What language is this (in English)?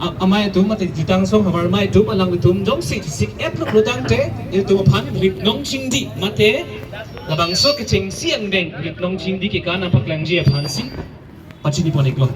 Karbi